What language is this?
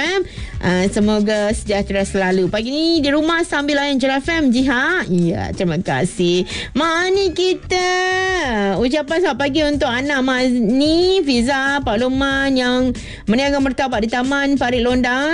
Malay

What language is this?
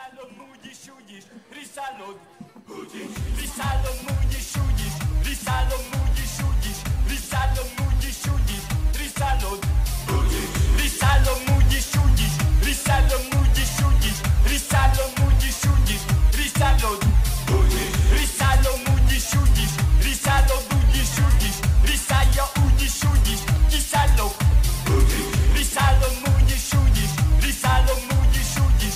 Hungarian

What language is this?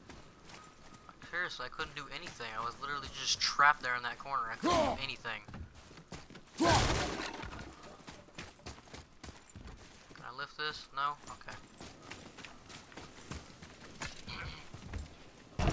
English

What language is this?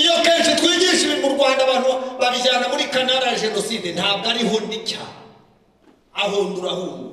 Kinyarwanda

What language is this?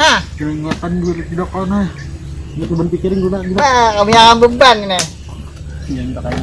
Banjar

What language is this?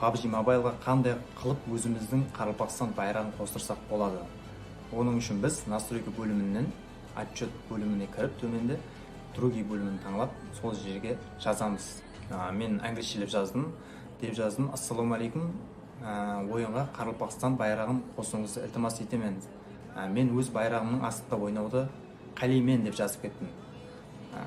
Kara-Kalpak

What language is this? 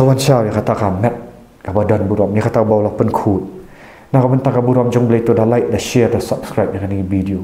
Khasi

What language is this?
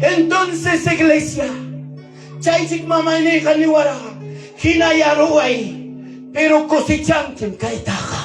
Ayacucho Quechua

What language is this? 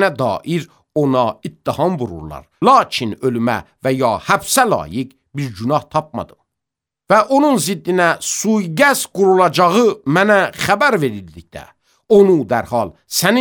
Azerbaijani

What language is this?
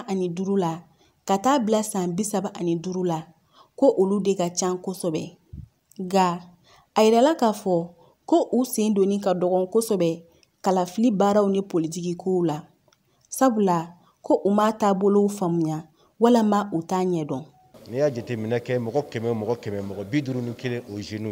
Bambara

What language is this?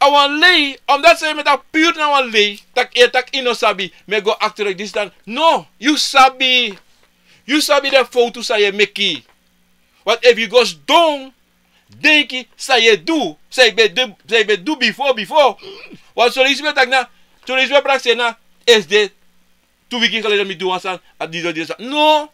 Sranan Tongo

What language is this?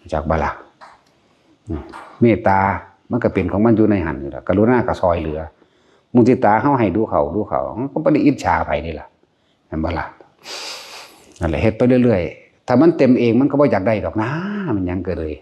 Northeastern Thai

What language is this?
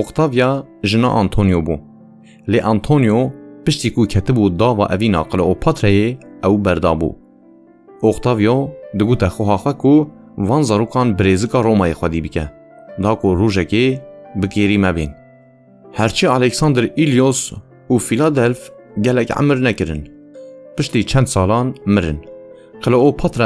Kurdish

